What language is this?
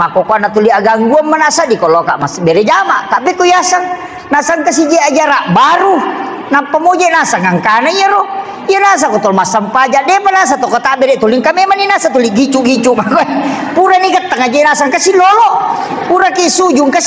Buginese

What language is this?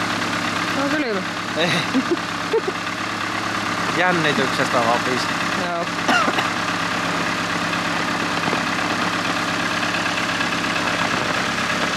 Finnish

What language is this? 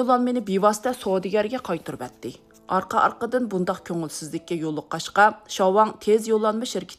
Uyghur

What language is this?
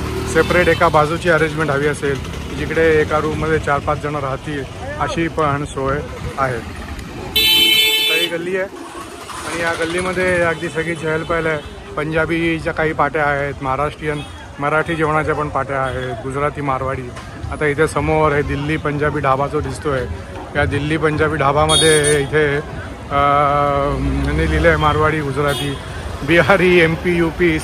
Marathi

